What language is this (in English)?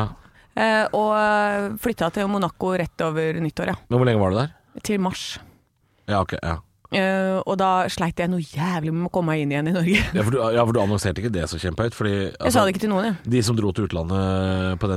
Norwegian